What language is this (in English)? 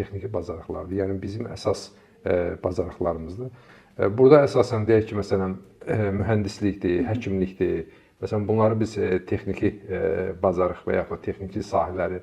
Azerbaijani